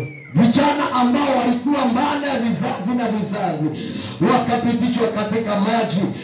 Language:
Swahili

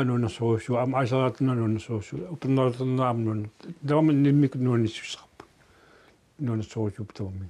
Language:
Kalaallisut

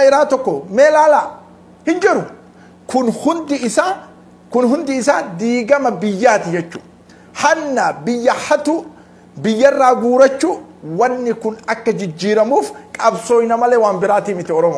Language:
Oromo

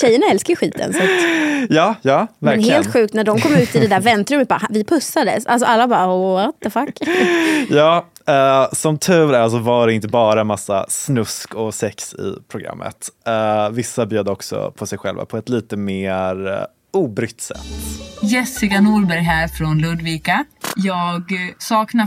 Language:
Swedish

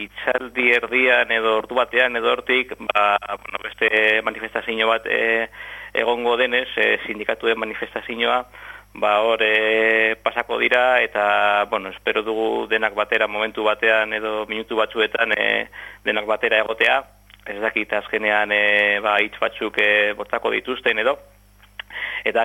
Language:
Basque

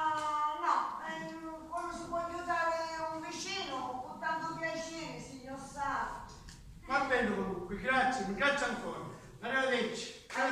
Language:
Sicilian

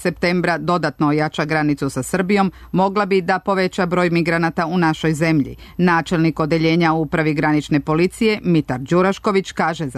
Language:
Serbian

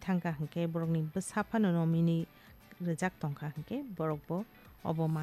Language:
Kok Borok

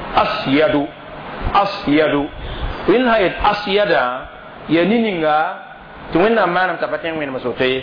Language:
Mossi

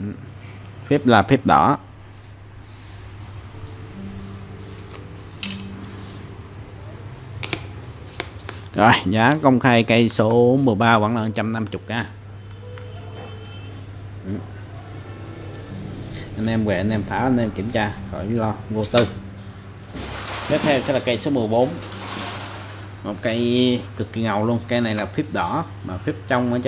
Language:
Vietnamese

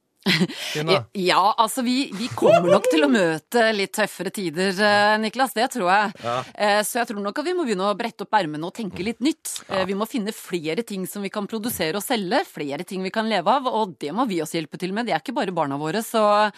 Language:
Norwegian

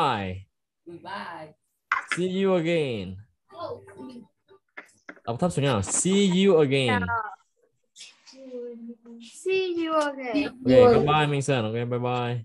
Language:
Vietnamese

